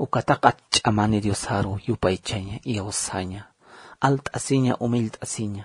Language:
Aymara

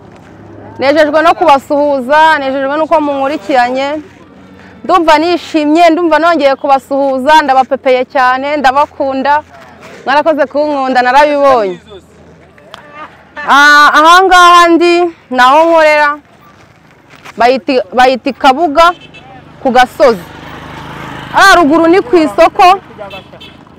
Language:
Kinyarwanda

